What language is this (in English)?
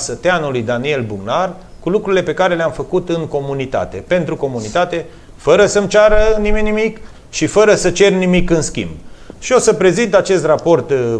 Romanian